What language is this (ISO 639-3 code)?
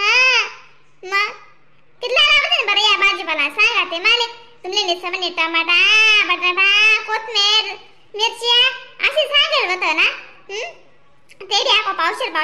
khn